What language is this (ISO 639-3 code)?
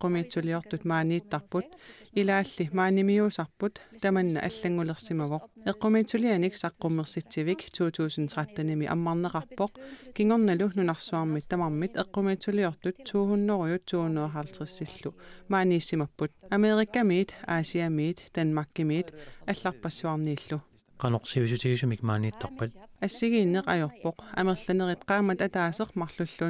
kal